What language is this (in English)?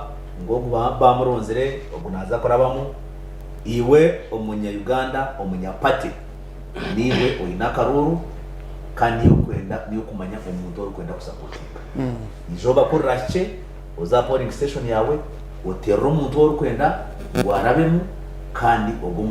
Nyankole